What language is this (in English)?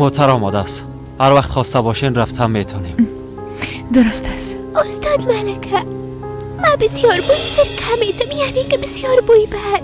Persian